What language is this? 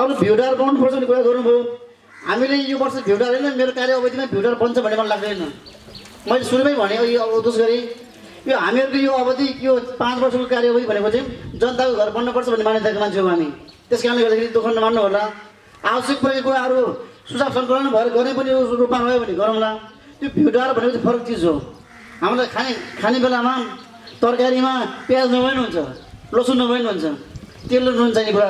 Nepali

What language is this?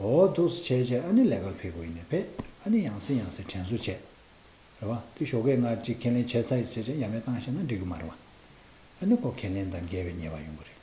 Tibetan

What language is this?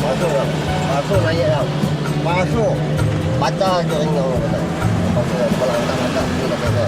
Minangkabau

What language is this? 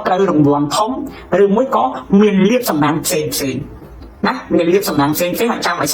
Khmer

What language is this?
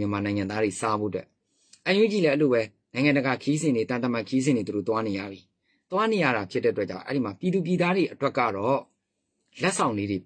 Burmese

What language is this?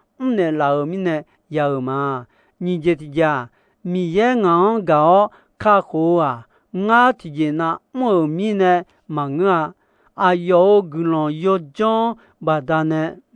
Akha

